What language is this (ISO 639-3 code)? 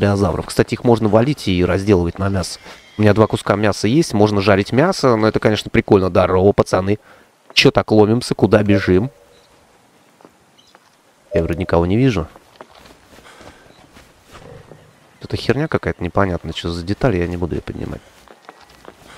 rus